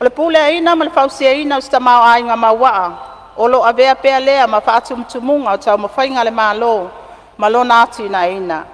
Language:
Samoan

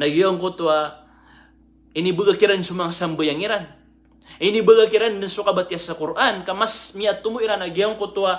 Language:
Maranao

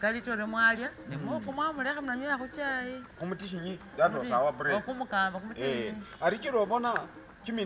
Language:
Masaaba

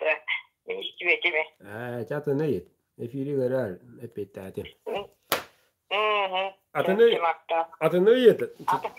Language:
Yakut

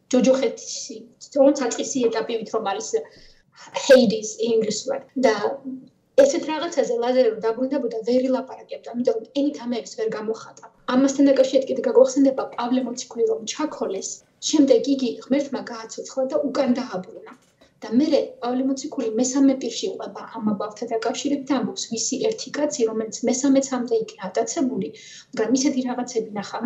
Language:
Georgian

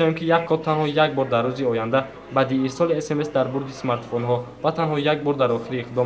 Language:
Tajik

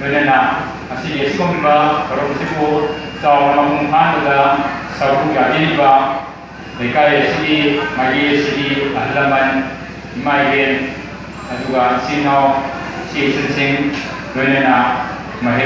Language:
Manipuri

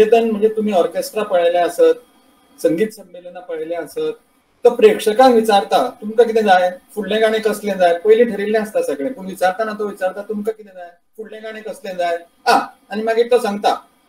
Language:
Konkani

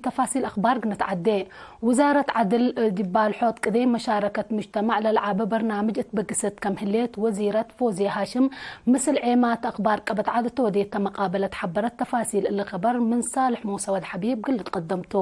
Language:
Tigre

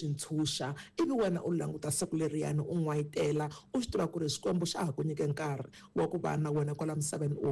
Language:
Tsonga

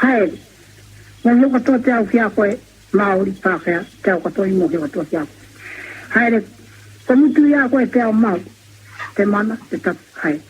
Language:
Māori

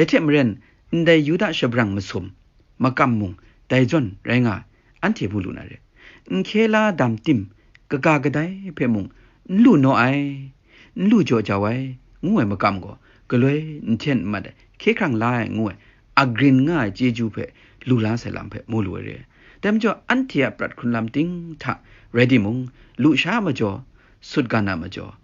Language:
Kachin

